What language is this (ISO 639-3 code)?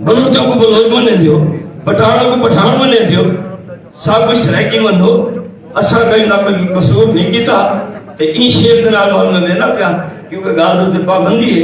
skr